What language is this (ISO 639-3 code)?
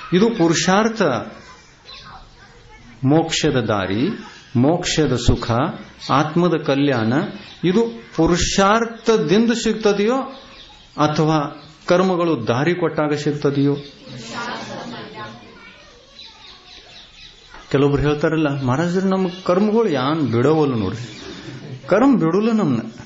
kan